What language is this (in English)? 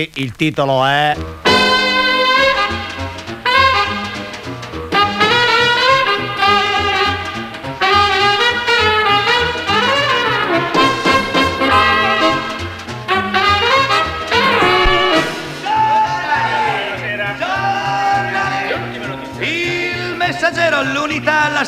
Italian